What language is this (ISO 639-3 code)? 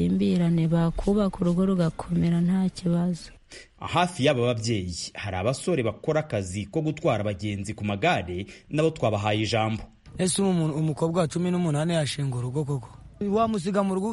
kin